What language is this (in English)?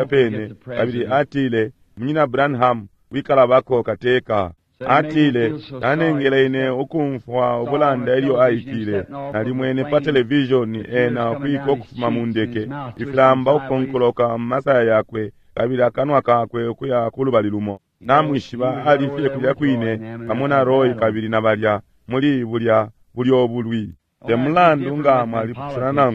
Bemba